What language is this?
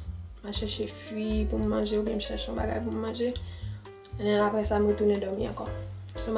Haitian Creole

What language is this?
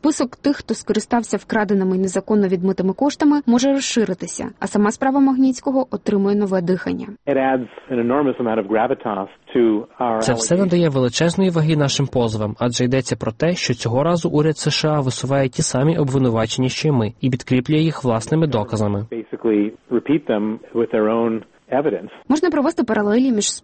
Ukrainian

